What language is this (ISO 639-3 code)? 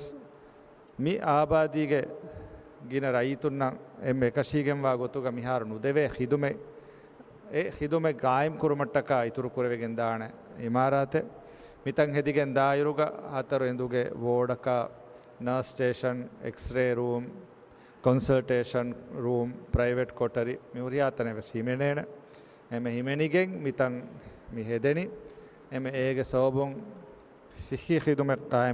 div